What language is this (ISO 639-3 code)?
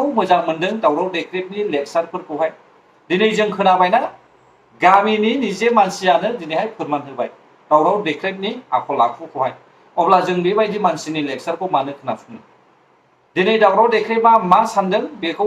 brx